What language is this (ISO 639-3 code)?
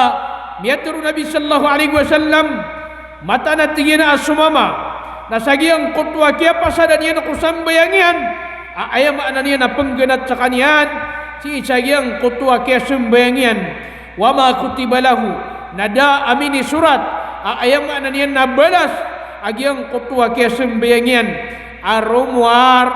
mrw